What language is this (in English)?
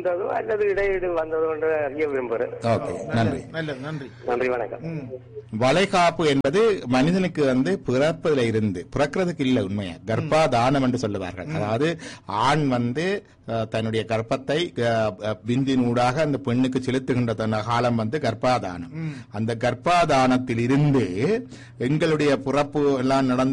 Tamil